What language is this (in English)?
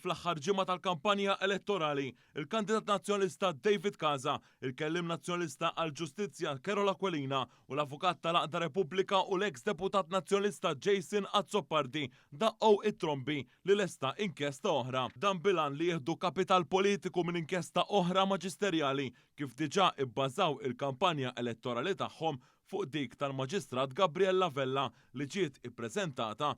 Maltese